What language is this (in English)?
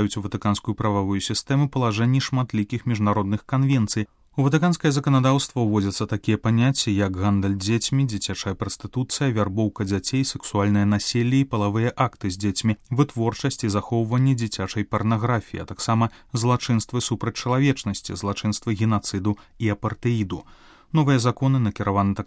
Belarusian